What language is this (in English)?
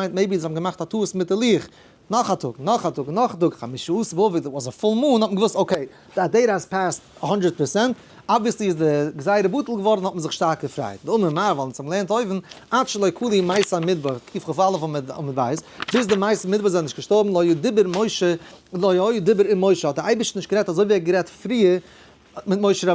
Yiddish